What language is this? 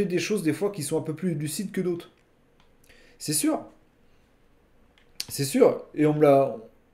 French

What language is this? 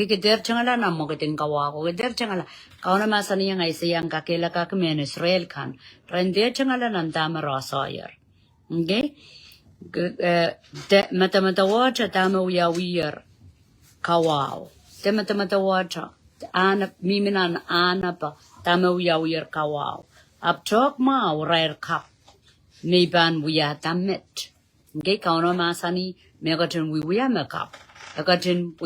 Pohnpeian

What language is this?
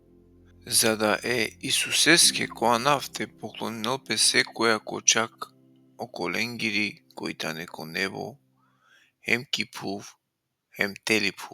Balkan Romani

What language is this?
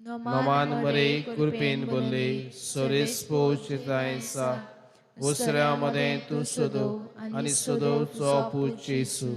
Konkani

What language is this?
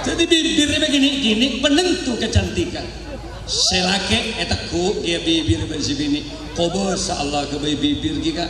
Madurese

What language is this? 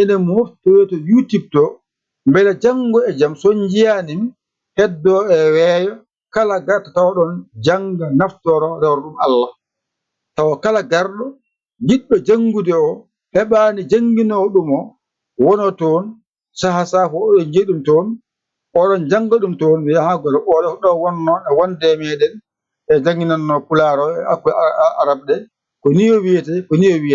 Fula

